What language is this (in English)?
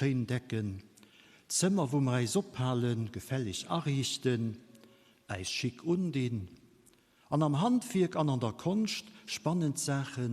Luxembourgish